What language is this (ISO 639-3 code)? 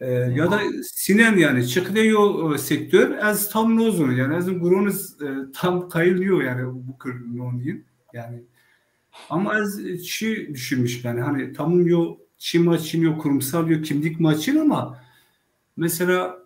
zza